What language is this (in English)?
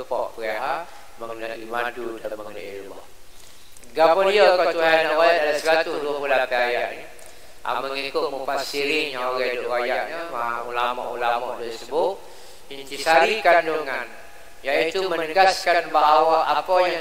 Malay